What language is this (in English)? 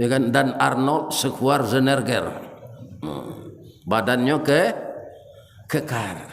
Minangkabau